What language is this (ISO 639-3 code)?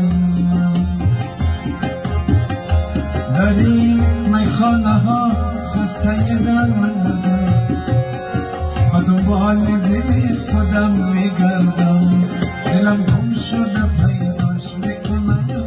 fas